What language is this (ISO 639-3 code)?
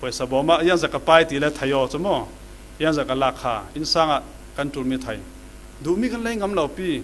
cfm